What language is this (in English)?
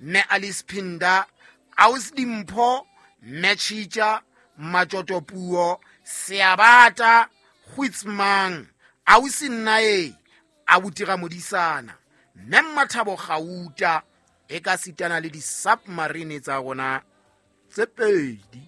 Southern Sotho